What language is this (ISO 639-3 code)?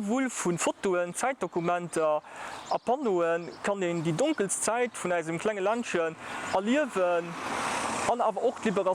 ltz